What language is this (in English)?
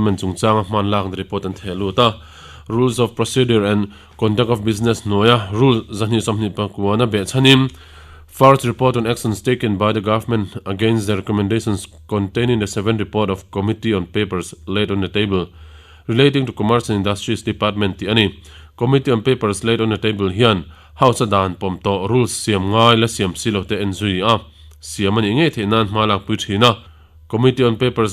Mizo